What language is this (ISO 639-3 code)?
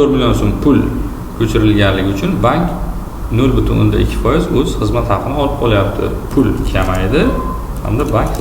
uzb